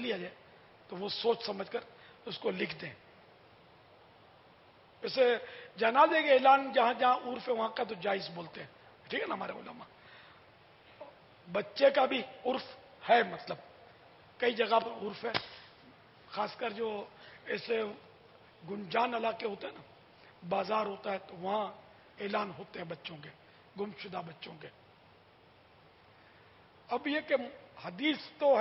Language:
Urdu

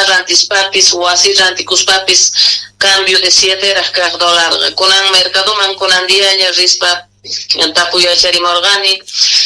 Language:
South Bolivian Quechua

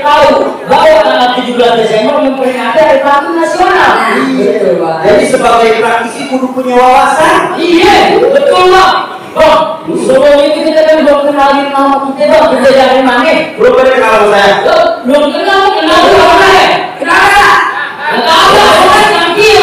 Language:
Betawi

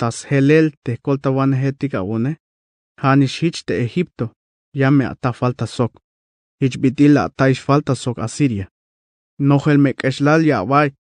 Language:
Tzeltal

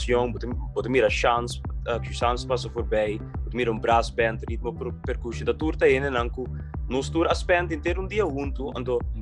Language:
Papiamento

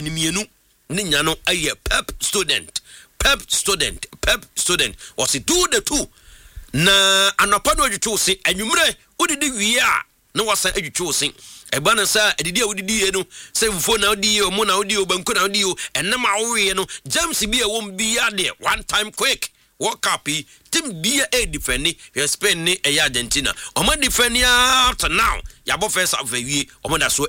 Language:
Akan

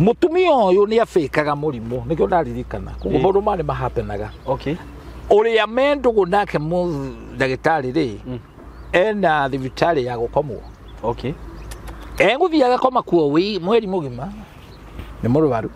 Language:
Kikuyu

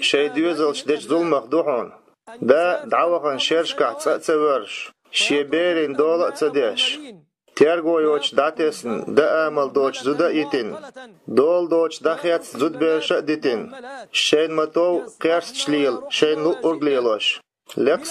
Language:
Chechen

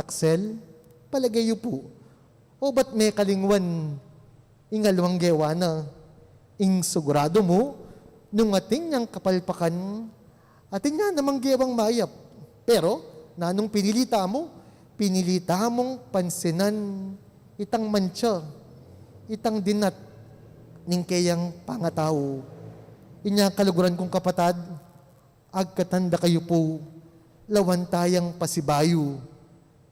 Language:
Pampanga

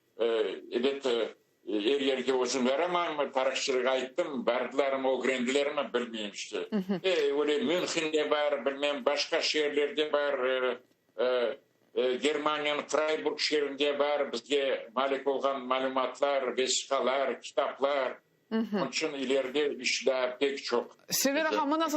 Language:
Crimean Tatar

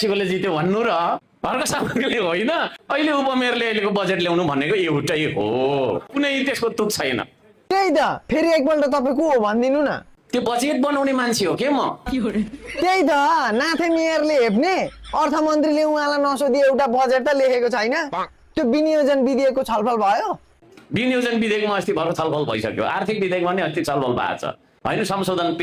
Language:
Nepali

